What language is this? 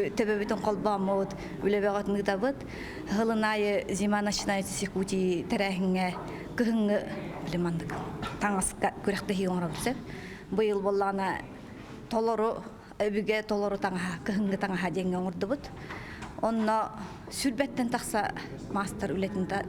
Yakut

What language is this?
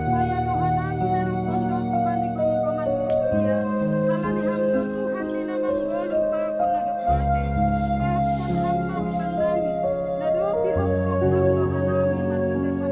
Batak Simalungun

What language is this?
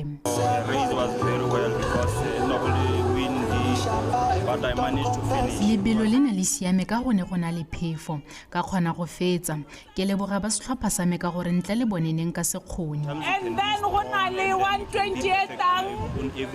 Tswana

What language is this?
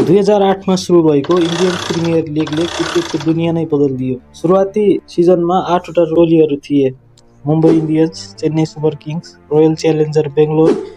Nepali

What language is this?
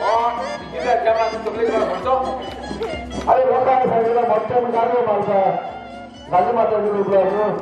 Konkani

